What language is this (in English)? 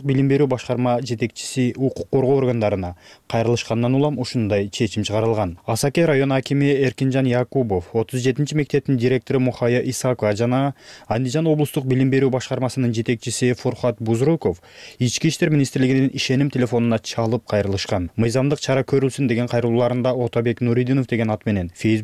Kyrgyz